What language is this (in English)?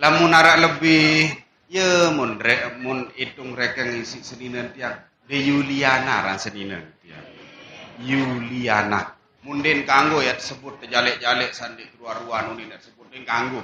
Sasak